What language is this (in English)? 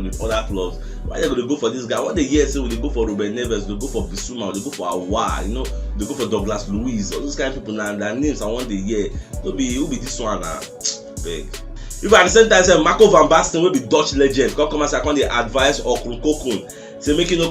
Nigerian Pidgin